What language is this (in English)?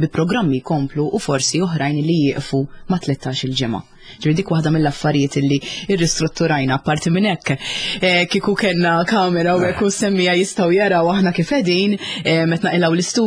Maltese